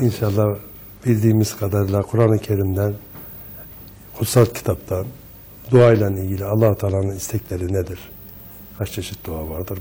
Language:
Turkish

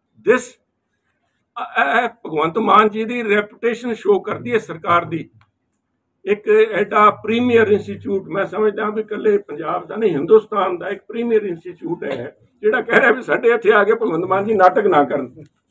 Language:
Punjabi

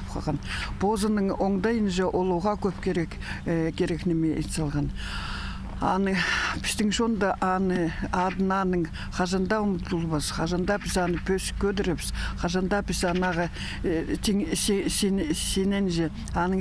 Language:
Khakas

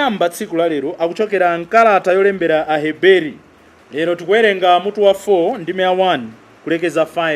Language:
Nyanja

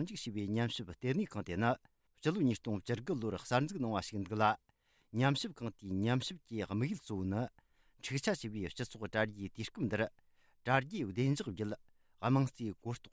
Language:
Tibetan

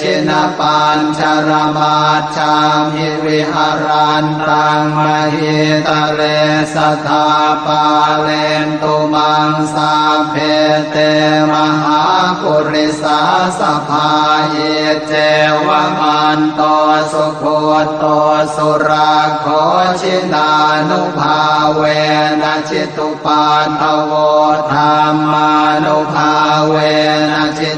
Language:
Pali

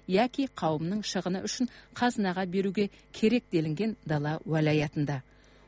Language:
Kazakh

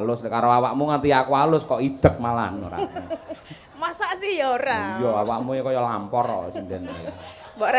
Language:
Javanese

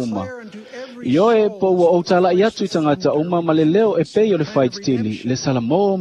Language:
Samoan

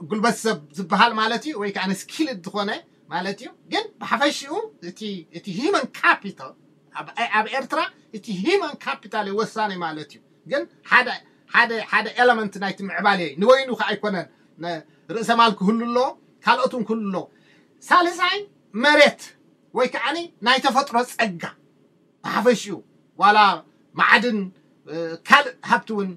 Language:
Tigrinya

